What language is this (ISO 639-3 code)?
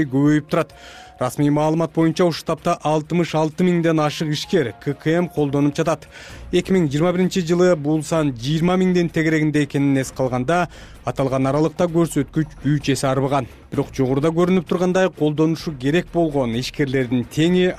kir